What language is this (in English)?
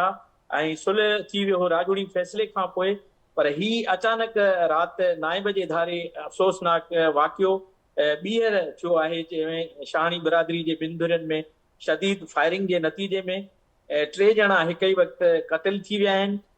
Sindhi